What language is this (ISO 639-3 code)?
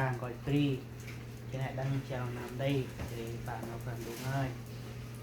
cmo